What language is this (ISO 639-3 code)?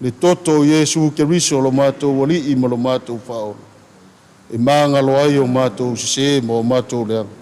smo